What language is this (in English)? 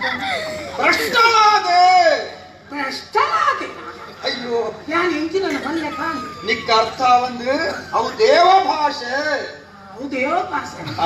Tulu